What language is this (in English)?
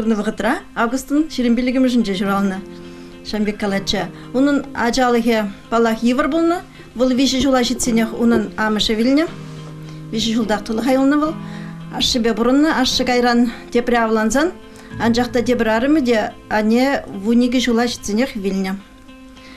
Chuvash